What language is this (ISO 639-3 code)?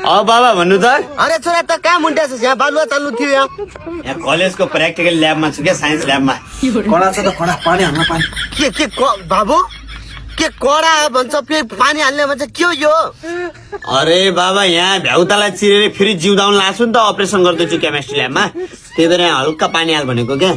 nep